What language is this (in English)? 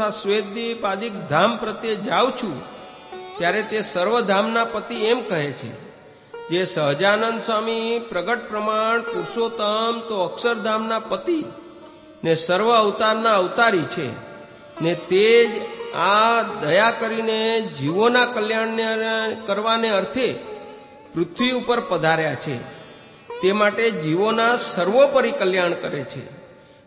Gujarati